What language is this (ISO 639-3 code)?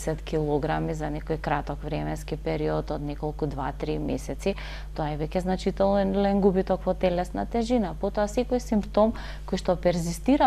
mkd